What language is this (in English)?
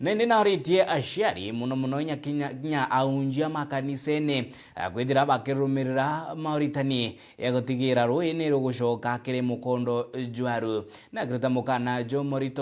Meru